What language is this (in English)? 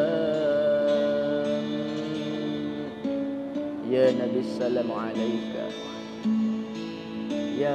Indonesian